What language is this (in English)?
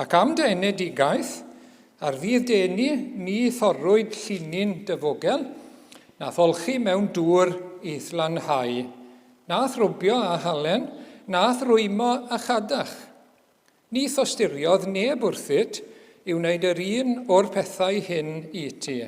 Welsh